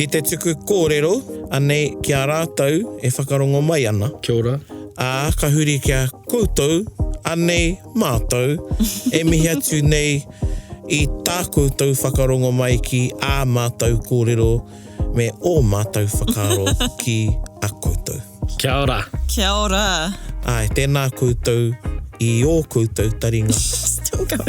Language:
Māori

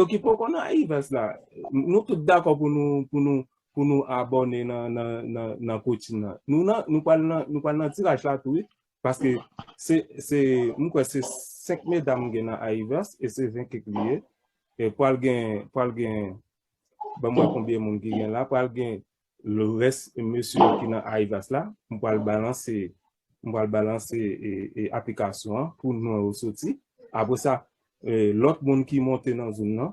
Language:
Haitian Creole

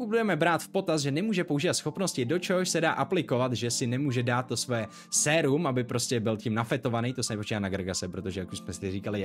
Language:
Czech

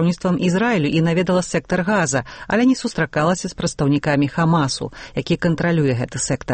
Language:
Belarusian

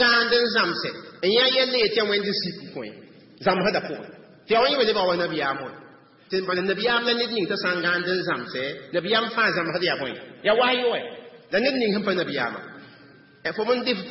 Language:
Mossi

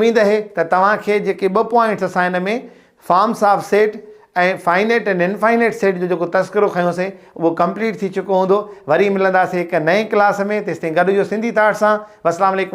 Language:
Sindhi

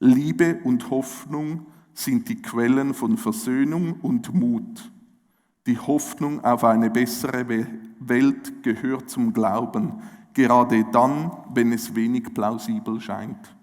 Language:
Swiss German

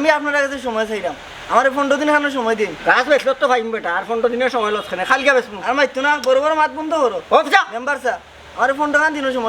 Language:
Sylheti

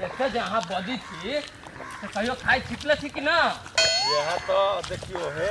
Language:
Maithili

